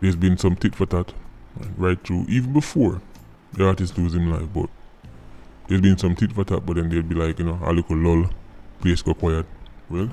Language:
Jamaican Creole English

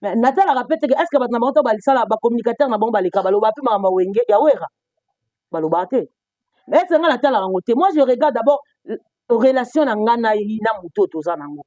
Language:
Lingala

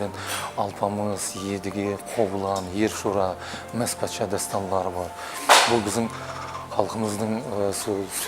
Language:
Kara-Kalpak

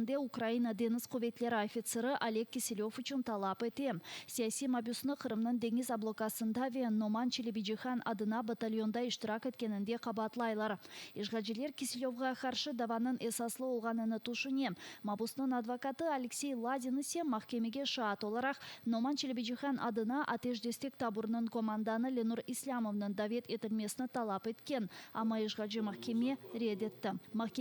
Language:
Crimean Tatar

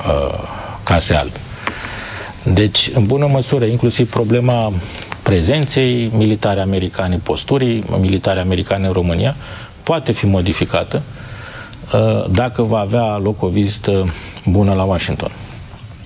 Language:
Romanian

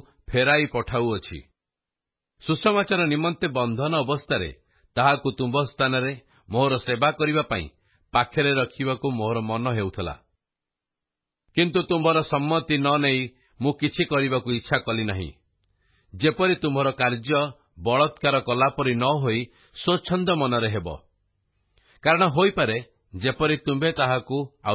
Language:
Odia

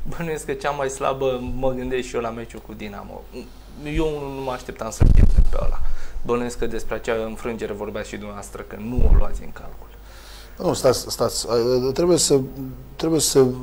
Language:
Romanian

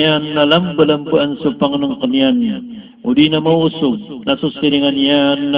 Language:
Maranao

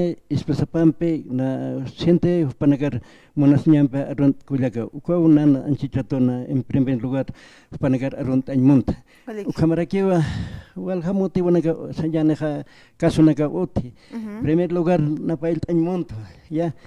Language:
Aymara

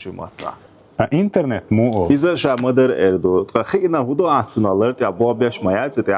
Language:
Chechen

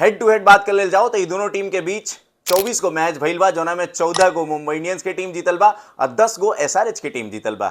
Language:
Bhojpuri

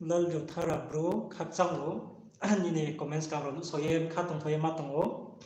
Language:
Riang (India)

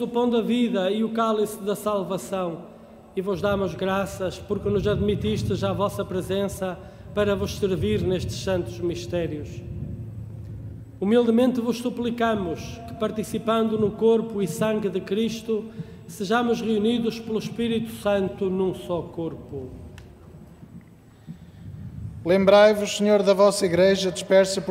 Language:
Portuguese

